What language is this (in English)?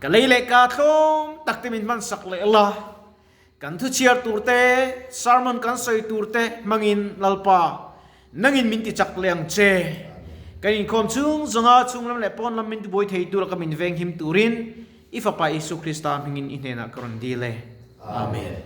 Mizo